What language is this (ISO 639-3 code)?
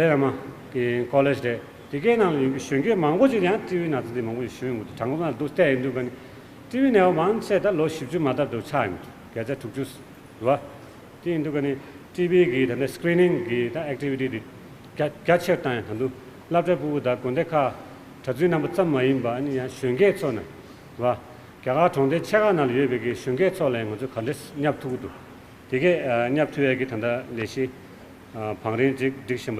bod